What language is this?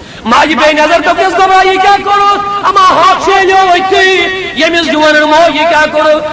Kashmiri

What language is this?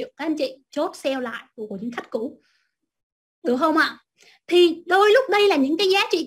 Vietnamese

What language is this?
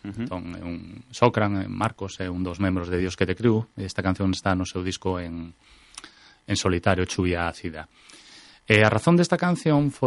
Galician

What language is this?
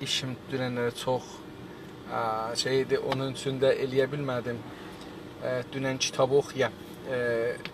South Azerbaijani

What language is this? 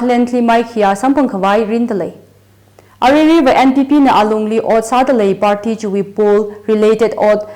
Tangkhul Naga (India)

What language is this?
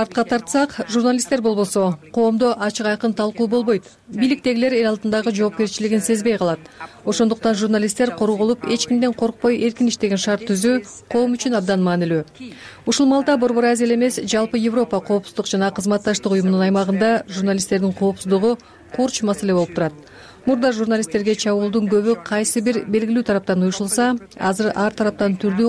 Kyrgyz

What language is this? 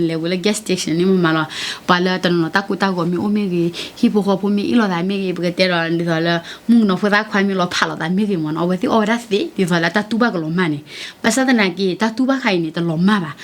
S'gaw Karen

